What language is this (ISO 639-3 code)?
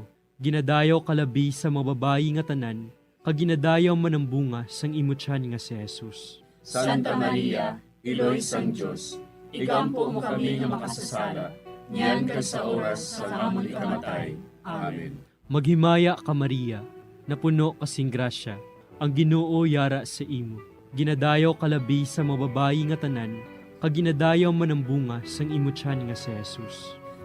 hil